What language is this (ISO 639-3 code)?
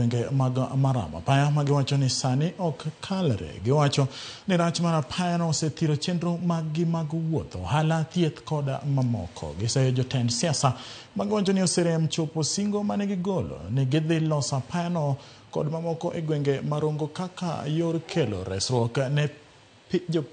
luo